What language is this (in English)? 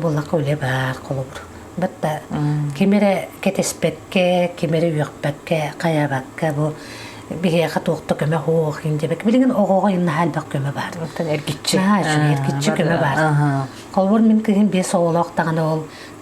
Yakut